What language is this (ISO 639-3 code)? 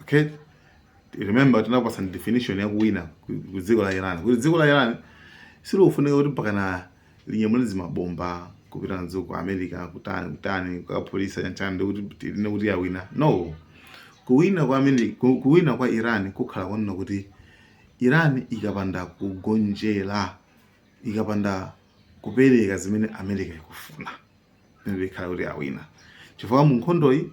nya